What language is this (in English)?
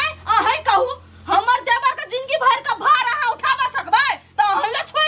Maithili